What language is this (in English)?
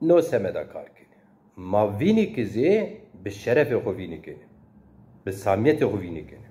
Zaza